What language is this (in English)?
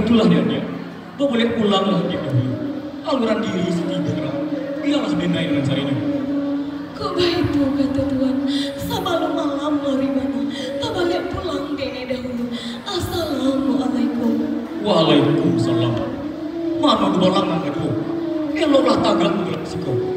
Minangkabau